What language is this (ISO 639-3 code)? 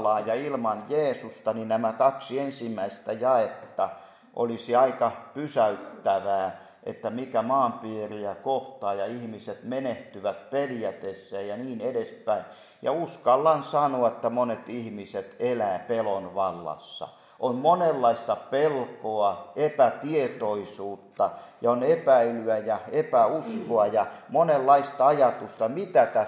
fin